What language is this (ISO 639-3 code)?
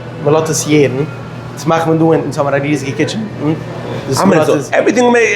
yid